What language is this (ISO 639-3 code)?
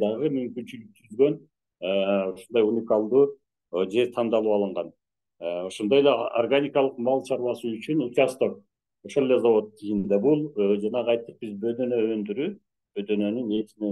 kir